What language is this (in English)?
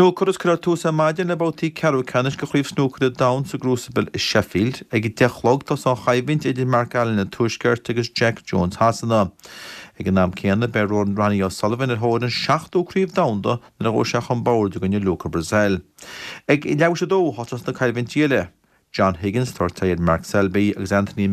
Irish